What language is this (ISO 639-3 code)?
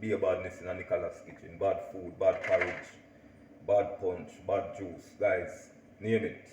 jam